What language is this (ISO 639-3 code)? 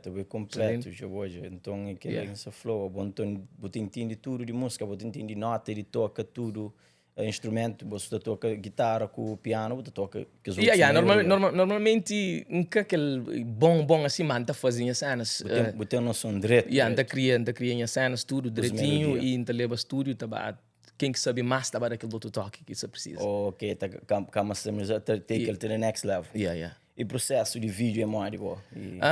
kea